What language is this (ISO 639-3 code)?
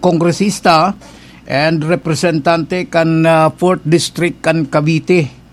bik